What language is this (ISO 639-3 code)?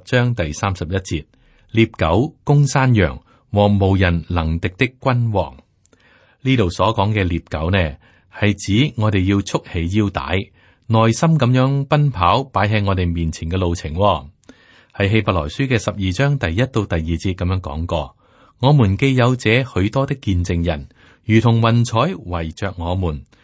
yue